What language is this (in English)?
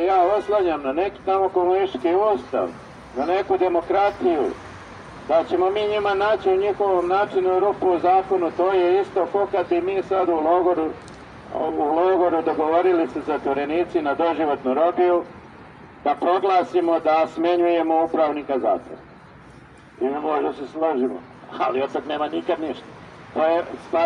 Serbian